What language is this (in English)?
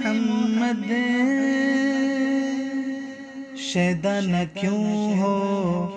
Urdu